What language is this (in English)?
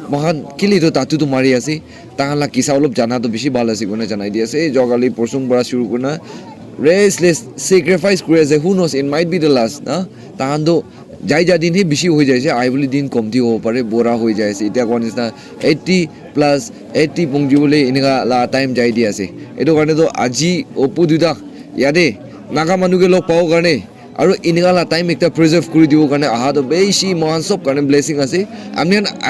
Naga Pidgin